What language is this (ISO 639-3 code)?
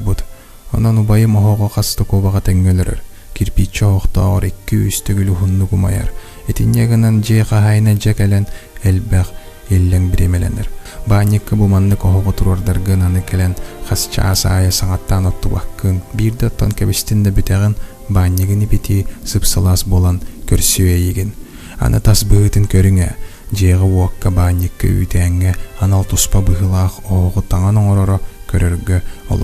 sah